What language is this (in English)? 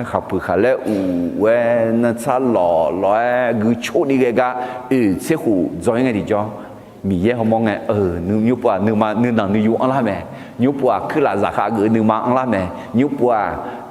Akha